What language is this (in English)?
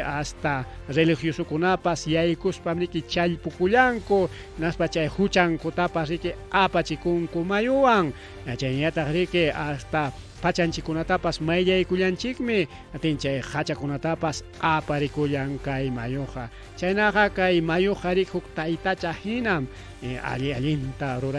Ayacucho Quechua